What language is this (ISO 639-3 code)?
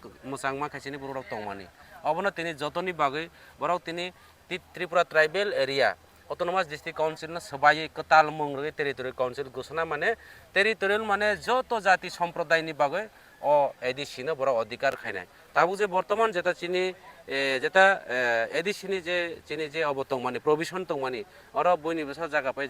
trp